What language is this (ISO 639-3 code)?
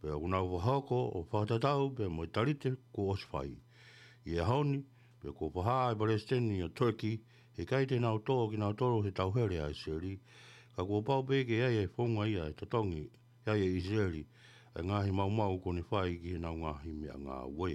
ton